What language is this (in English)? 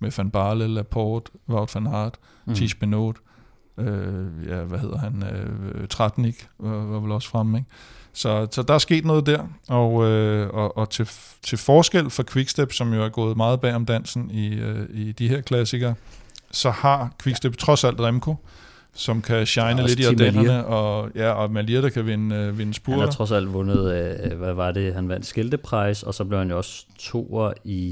Danish